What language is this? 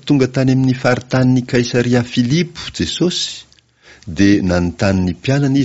Malagasy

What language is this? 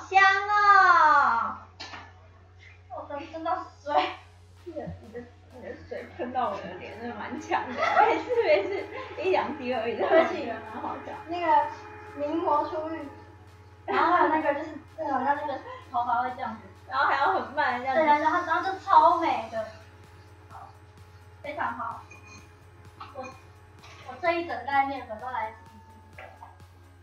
Chinese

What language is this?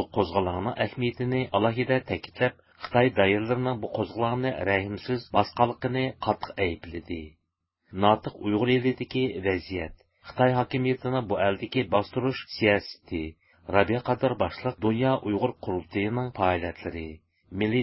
Uyghur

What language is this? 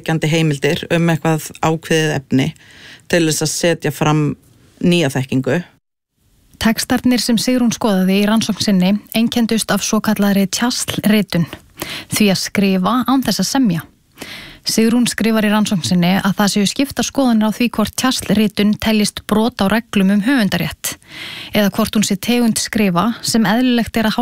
Icelandic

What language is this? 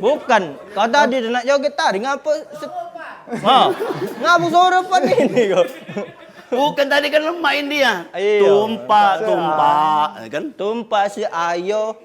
Musi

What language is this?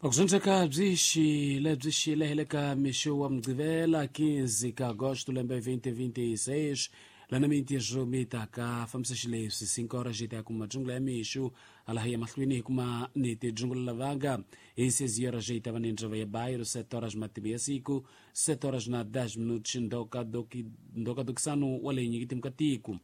Tsonga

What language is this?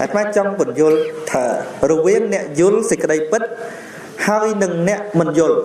Khmer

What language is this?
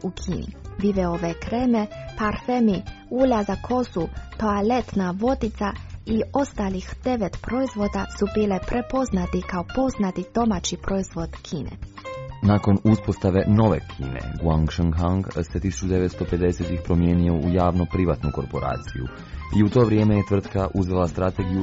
Croatian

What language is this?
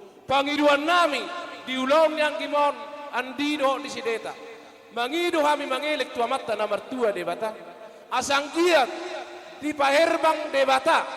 Batak Toba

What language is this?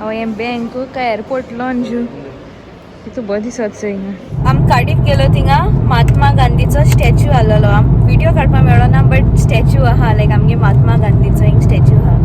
Konkani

